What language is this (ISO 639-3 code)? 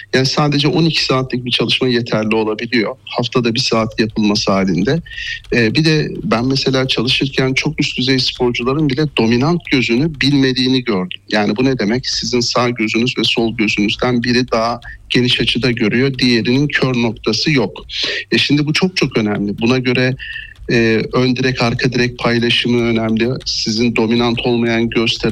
tur